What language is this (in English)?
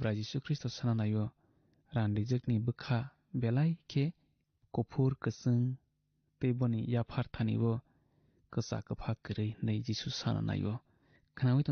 Kok Borok